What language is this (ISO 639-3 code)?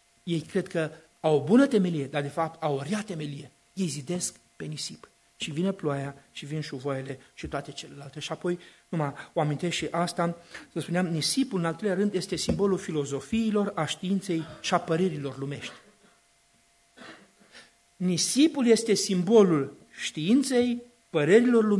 ron